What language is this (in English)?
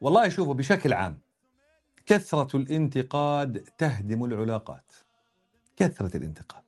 North Levantine Arabic